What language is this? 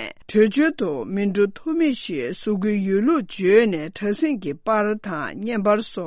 Tibetan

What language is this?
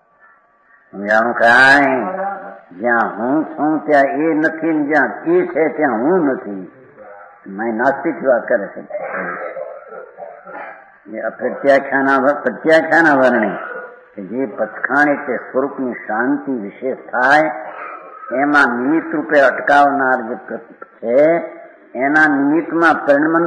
Gujarati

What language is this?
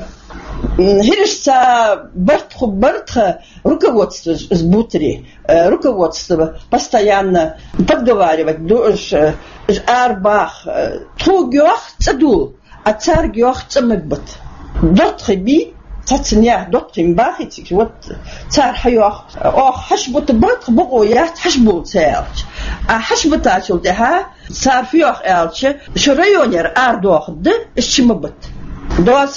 Chechen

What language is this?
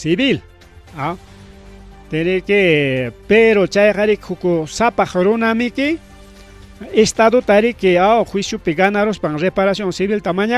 Ayacucho Quechua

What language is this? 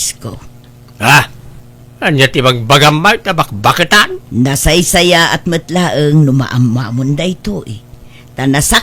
Iloko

